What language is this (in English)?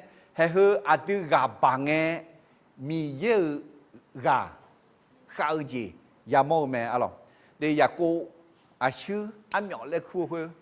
Akha